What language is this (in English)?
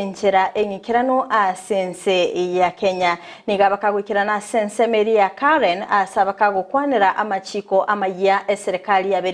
Gusii